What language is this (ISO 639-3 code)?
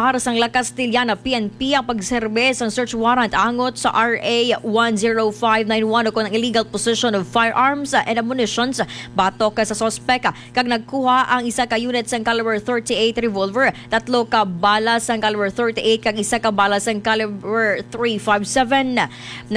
hil